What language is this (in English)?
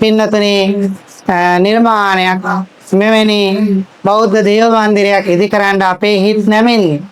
Sinhala